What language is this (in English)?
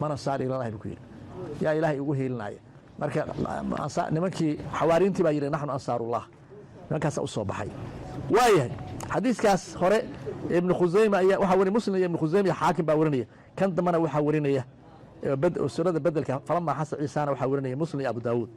Somali